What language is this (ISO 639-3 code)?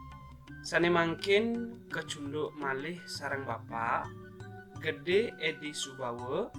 ban